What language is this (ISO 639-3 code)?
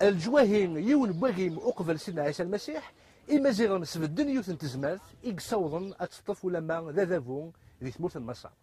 kab